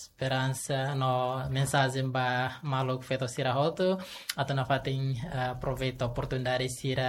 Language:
Tetum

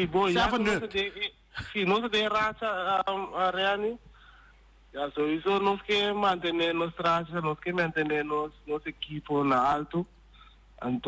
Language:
Papiamento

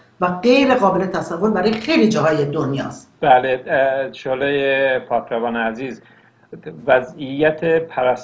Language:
Persian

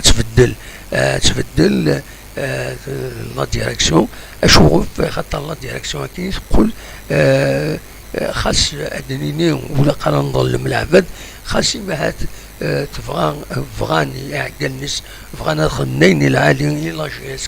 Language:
Kabyle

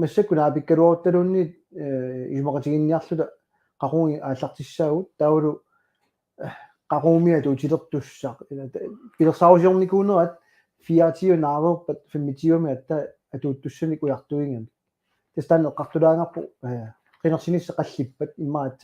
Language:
Kalaallisut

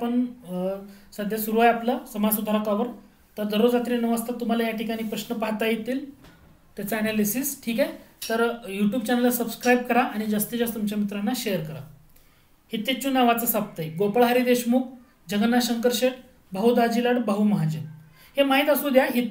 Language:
Marathi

